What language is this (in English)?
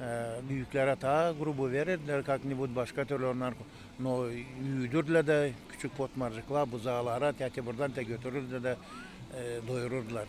Gagauz